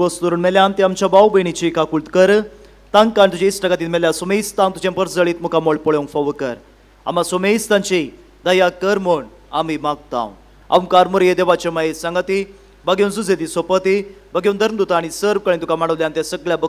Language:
Konkani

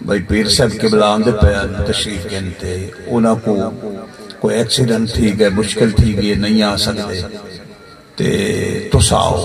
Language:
Saraiki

